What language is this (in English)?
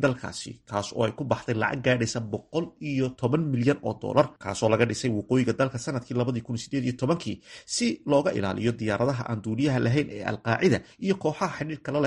Somali